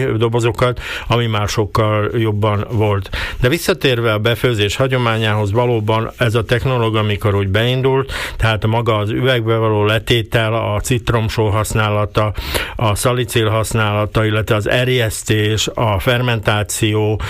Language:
Hungarian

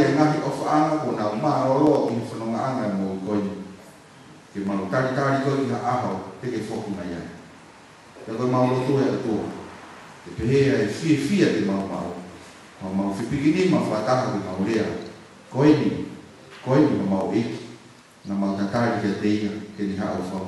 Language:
Tongan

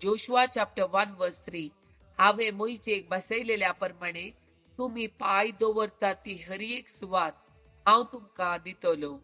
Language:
Konkani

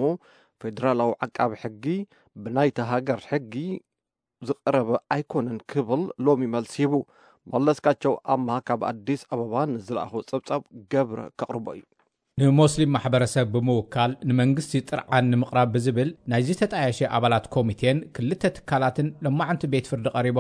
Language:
Tigrinya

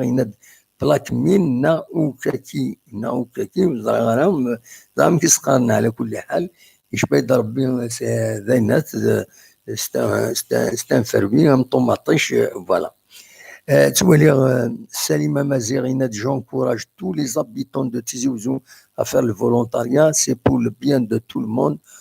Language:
Kabyle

